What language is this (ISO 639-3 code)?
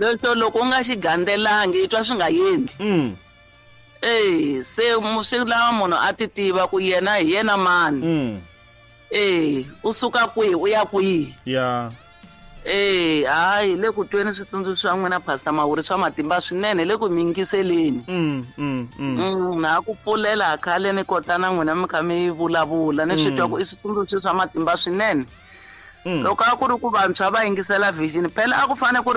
tso